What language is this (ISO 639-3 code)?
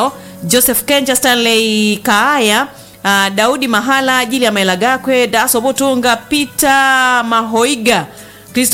swa